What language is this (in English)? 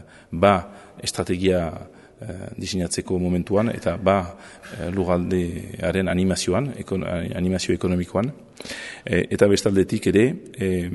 Basque